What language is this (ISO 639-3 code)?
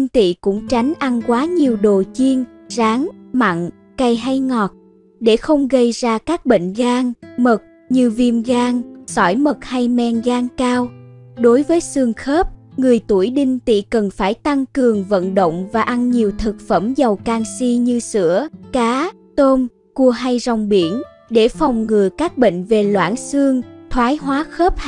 vie